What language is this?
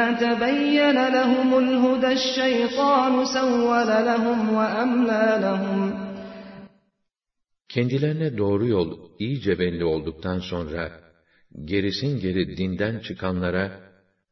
Turkish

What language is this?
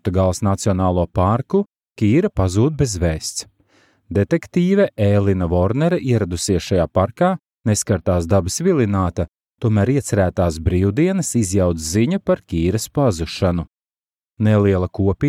Latvian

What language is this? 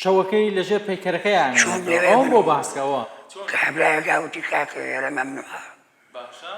Central Kurdish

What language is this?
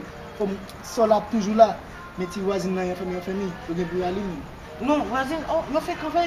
Haitian Creole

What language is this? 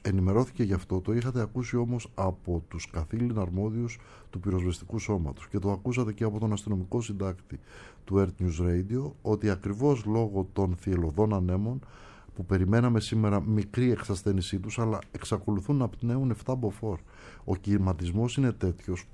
Greek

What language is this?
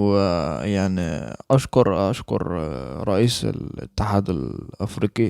Egyptian Arabic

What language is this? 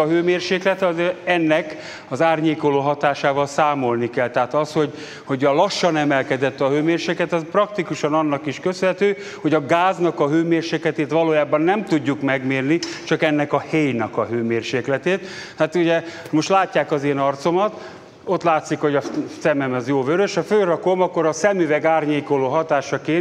Hungarian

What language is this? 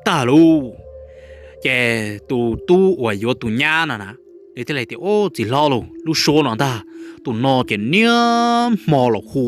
Hmong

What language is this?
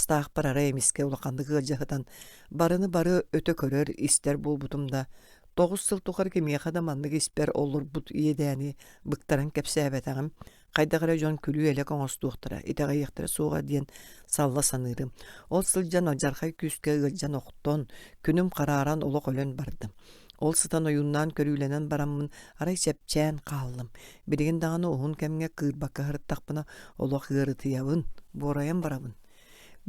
Yakut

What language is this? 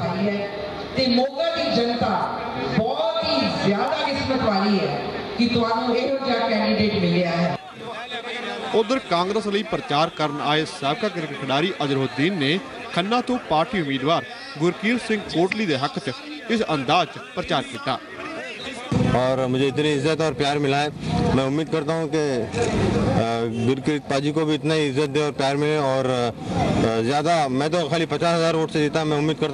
Punjabi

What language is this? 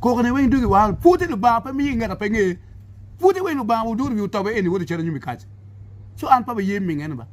Acoli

